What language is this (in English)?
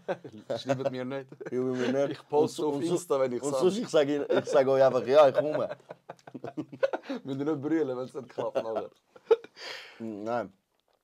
Swiss German